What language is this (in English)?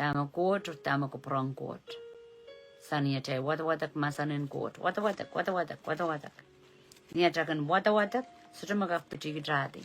Pohnpeian